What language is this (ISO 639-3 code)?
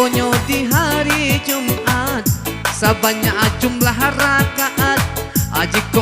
min